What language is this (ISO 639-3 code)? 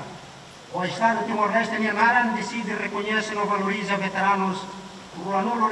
tet